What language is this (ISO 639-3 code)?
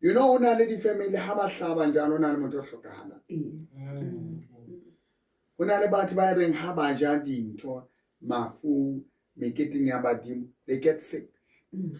sot